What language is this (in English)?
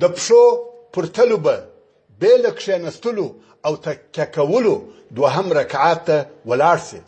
Pashto